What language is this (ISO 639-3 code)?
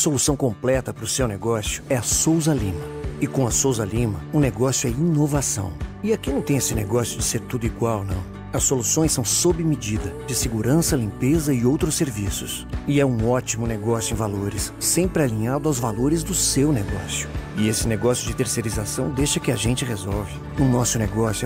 por